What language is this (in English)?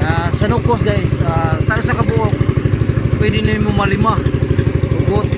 Cebuano